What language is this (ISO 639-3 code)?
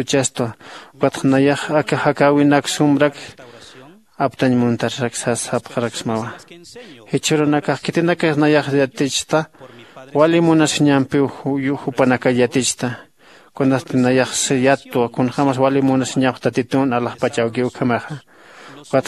aym